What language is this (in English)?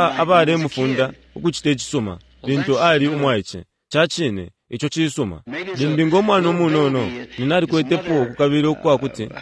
Bemba